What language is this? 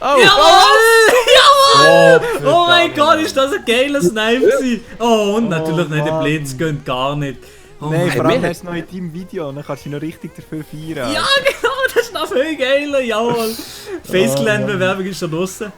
Swiss German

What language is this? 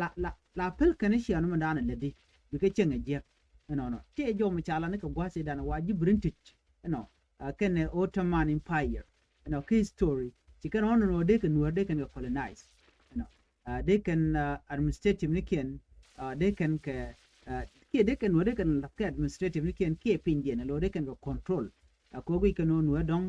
Nuer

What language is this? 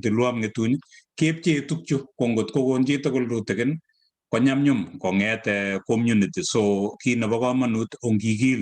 Kalenjin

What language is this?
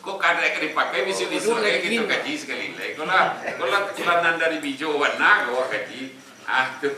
Minangkabau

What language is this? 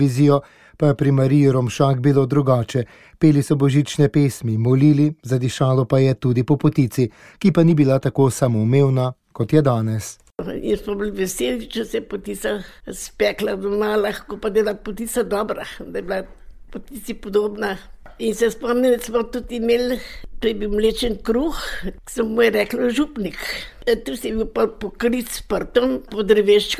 Slovenian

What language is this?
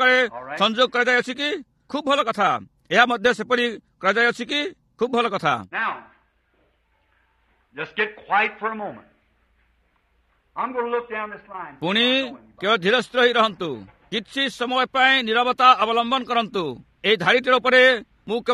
Odia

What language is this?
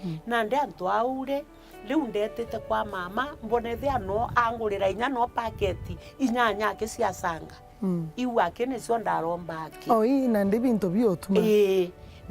Meru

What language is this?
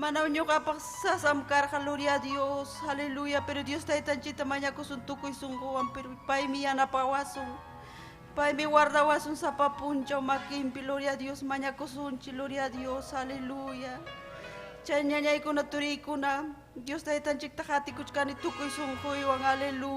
Ayacucho Quechua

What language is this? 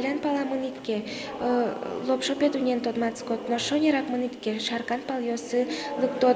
Udmurt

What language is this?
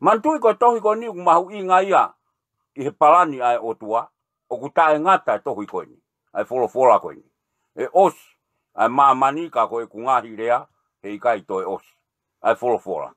Tongan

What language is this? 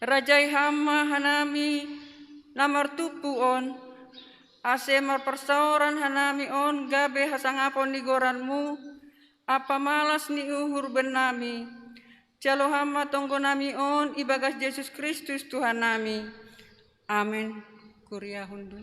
Batak Simalungun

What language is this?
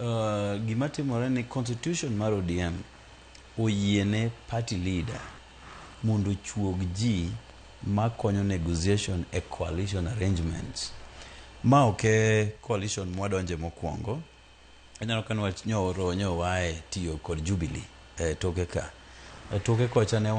Luo (Kenya and Tanzania)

